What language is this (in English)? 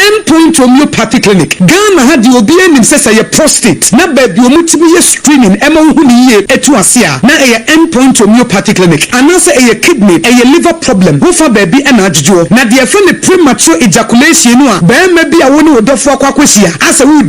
Akan